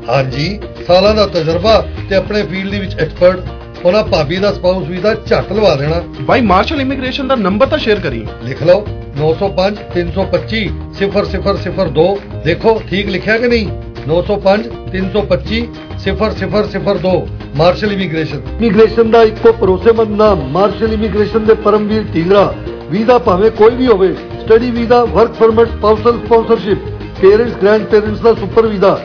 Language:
Punjabi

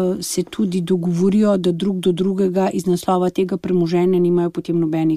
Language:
Slovenian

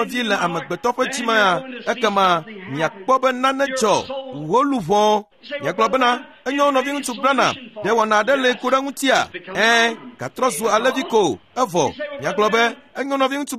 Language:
Ewe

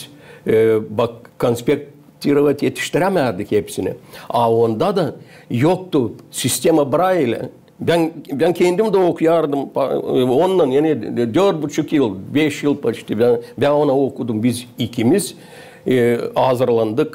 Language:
Gagauz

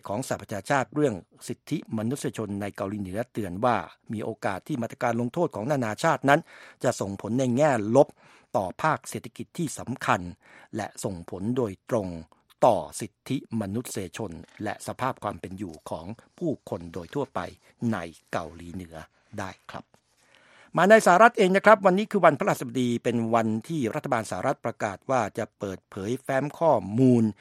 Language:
Thai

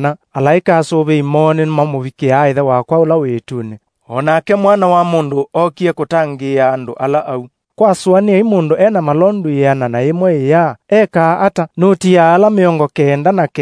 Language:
Kamba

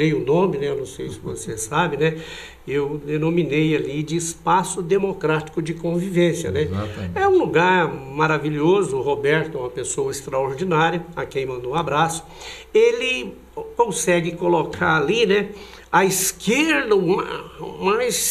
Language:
Portuguese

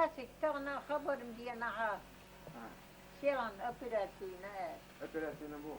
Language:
Chechen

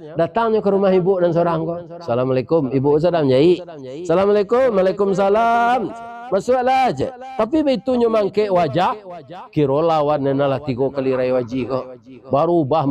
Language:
Minangkabau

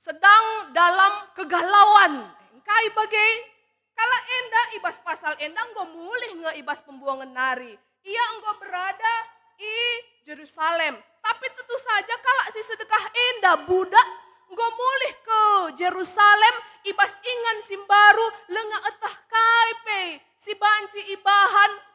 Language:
Batak Karo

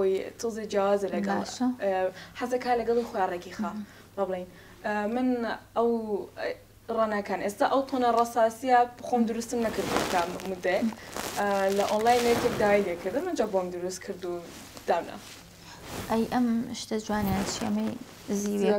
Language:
Central Kurdish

